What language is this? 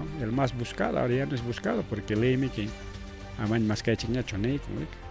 Ayacucho Quechua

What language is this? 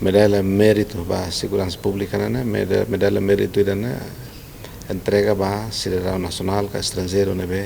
Tetum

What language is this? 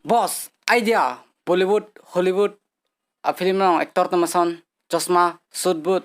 Karbi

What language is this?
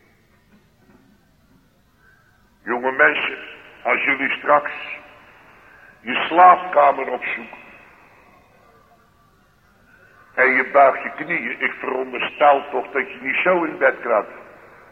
Dutch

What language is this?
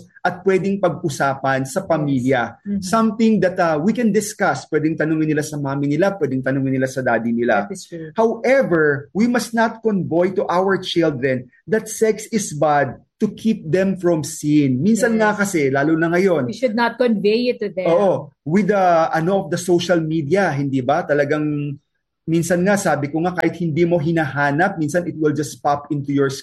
Filipino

